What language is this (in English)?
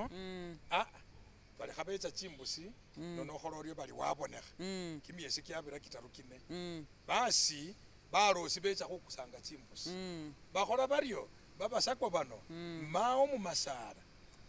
Masaaba